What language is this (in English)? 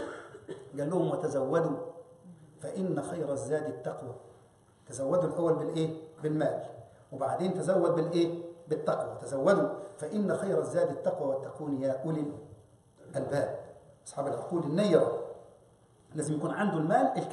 Egyptian Arabic